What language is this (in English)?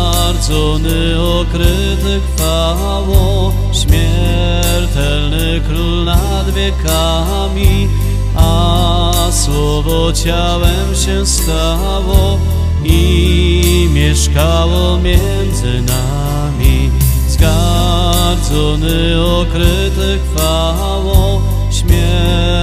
Polish